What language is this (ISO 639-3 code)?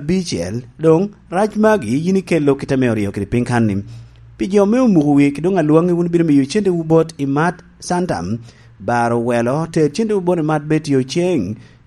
laj